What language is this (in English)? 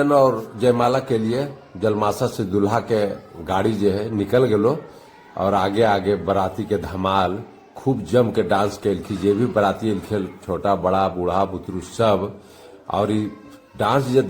Magahi